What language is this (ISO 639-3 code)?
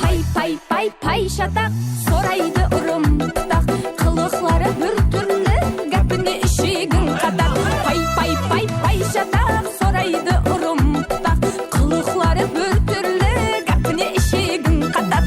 kaa